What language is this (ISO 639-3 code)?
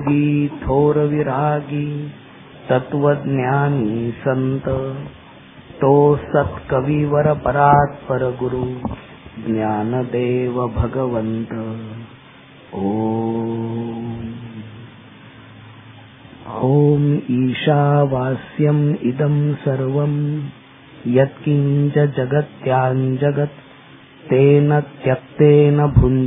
mar